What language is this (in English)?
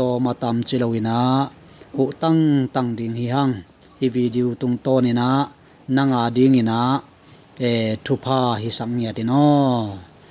Tedim Chin